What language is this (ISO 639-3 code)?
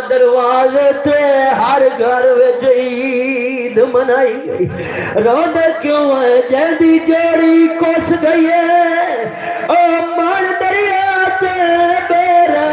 skr